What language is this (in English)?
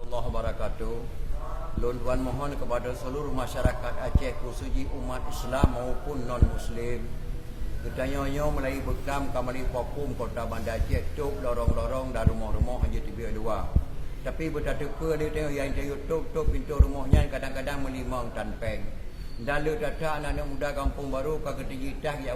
Achinese